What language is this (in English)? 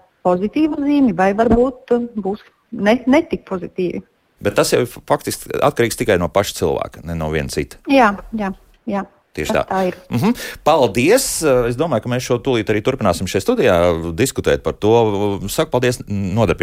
Latvian